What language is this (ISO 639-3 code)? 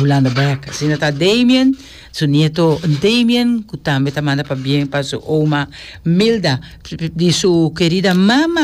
pap